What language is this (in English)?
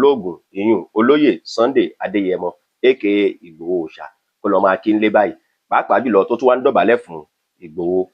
Yoruba